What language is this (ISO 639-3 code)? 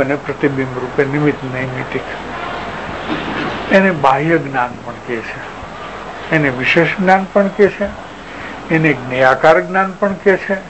guj